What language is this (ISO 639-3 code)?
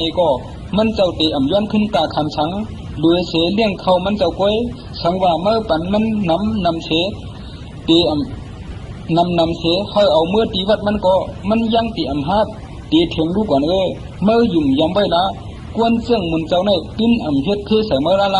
shn